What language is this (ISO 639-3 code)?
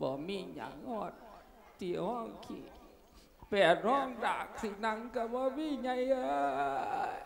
lao